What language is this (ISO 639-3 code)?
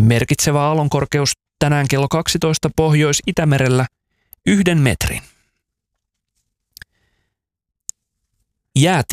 fin